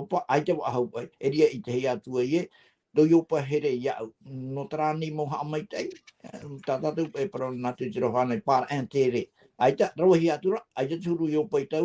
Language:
Tahitian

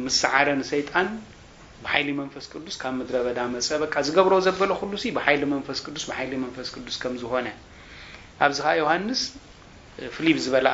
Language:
Tigrinya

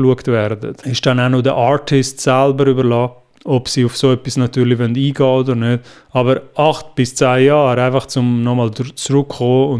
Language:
Swiss German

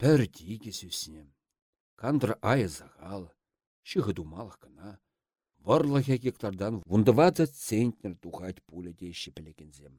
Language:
Chuvash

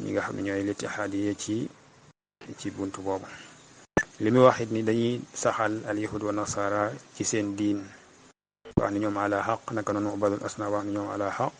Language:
Wolof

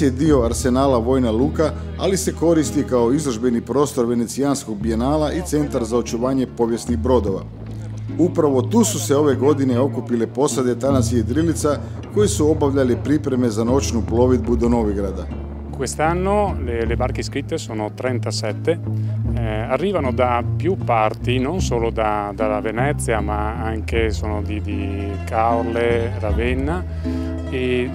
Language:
Croatian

